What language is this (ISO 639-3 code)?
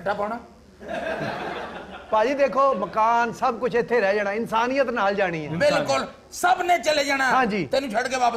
pan